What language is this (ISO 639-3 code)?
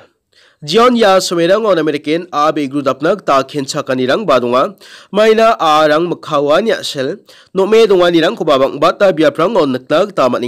grt